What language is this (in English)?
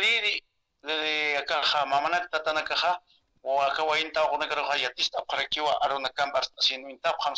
Aymara